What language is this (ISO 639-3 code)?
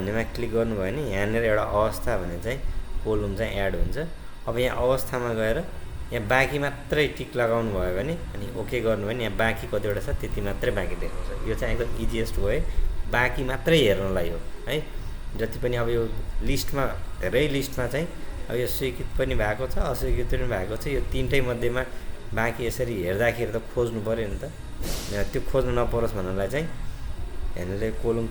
nep